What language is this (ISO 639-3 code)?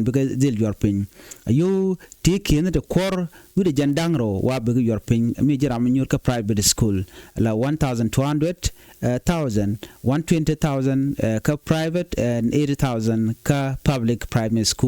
nus